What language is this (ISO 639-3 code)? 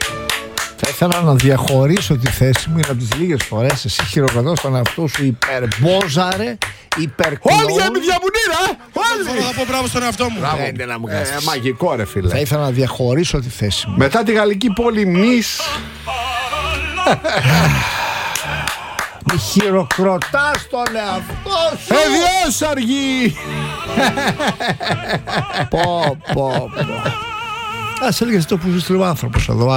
ell